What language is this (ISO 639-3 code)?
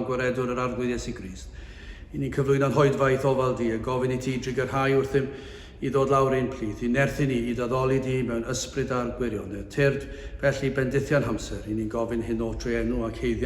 cym